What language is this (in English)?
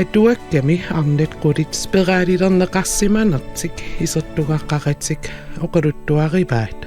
Kalaallisut